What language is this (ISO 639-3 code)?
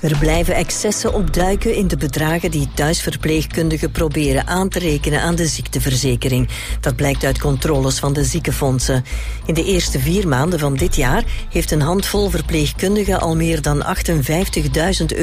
nld